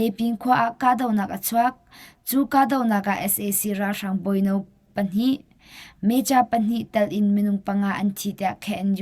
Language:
Hakha Chin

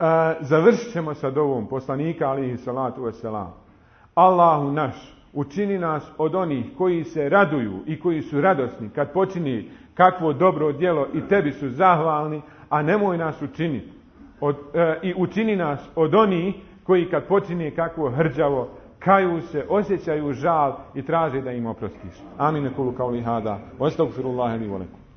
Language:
Bosnian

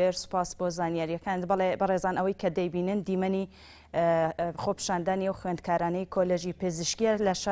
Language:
Central Kurdish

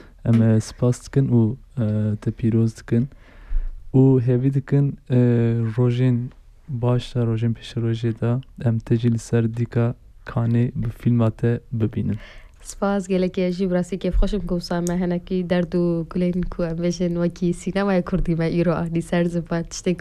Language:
Kurdish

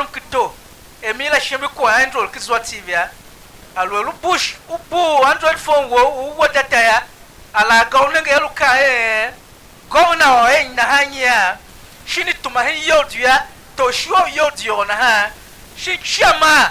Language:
Tiv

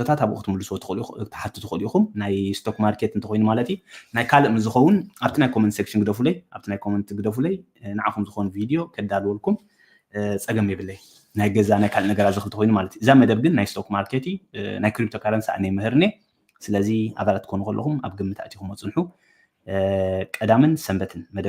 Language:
Tigrinya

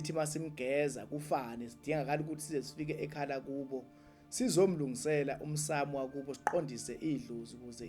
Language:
Zulu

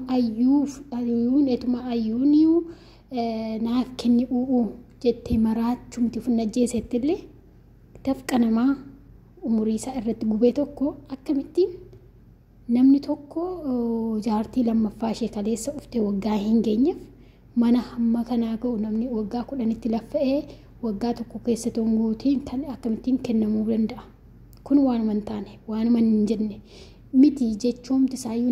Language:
Oromo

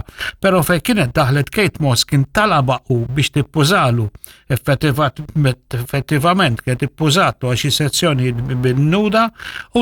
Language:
Maltese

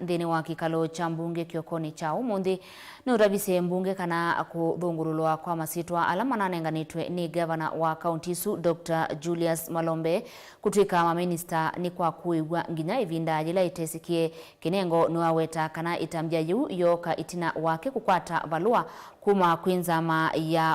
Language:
Kamba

